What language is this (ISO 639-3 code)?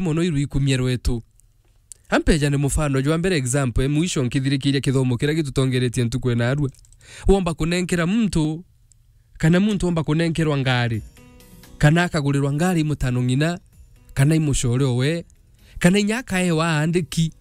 mer